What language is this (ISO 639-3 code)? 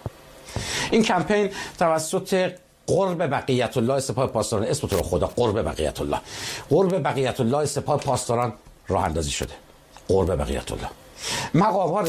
fas